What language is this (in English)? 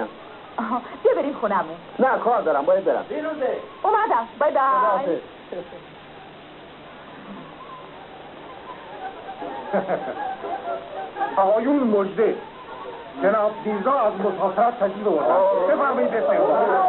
Persian